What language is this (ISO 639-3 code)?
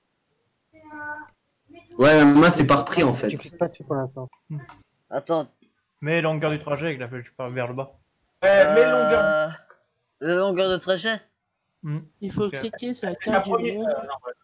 fra